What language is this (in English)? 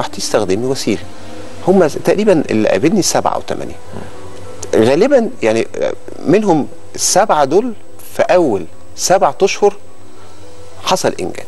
Egyptian Arabic